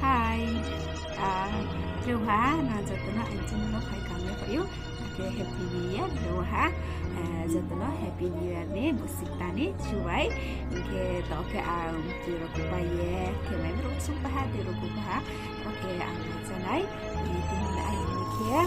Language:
Riang (India)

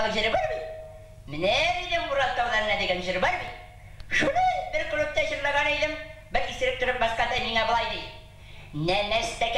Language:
Bashkir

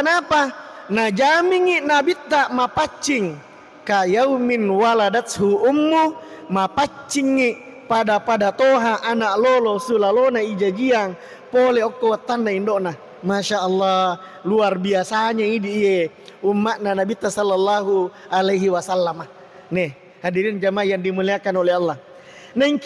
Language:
Buginese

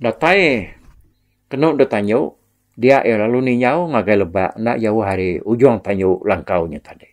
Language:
Iban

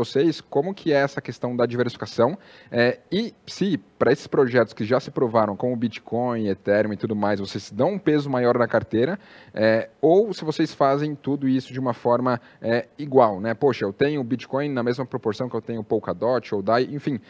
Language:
Portuguese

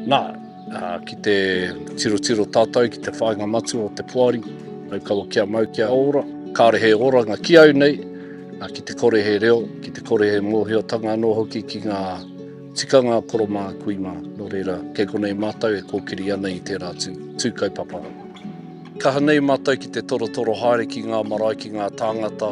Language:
Māori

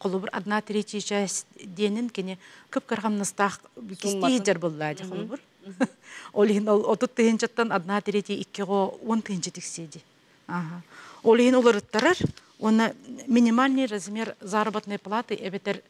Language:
Yakut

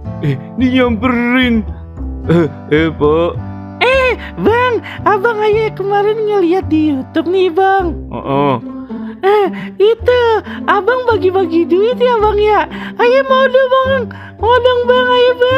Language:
Betawi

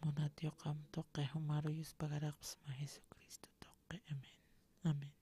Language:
Aymara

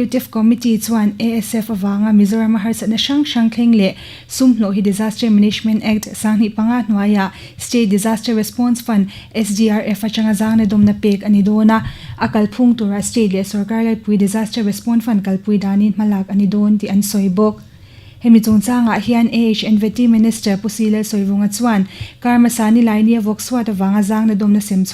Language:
Mizo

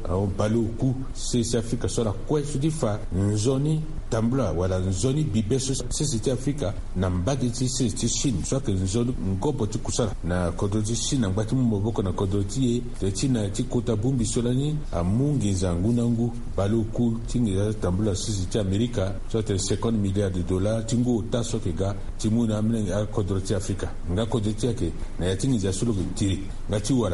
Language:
Sango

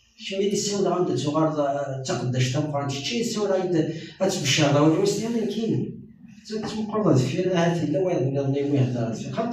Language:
Kabyle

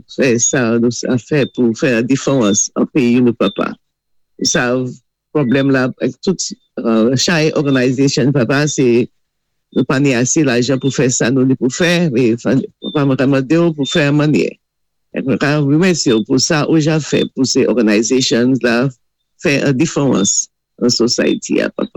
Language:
Saint Lucian Creole French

